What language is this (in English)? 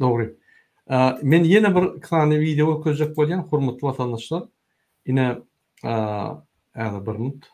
Turkmen